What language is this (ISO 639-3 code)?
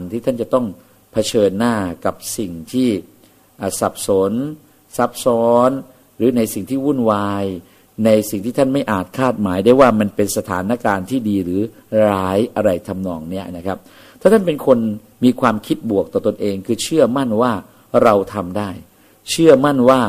tha